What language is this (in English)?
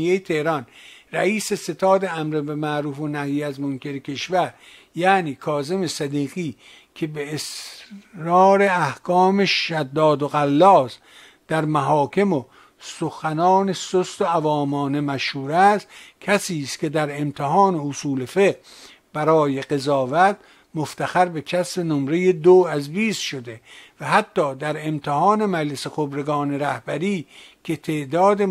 Persian